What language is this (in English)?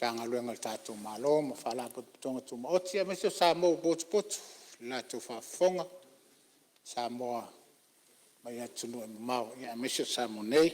Samoan